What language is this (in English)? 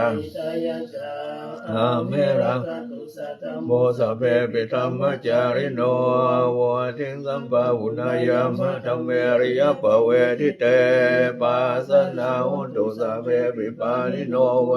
Pali